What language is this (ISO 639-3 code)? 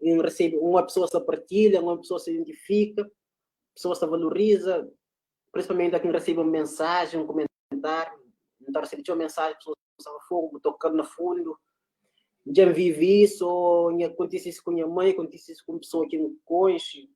kea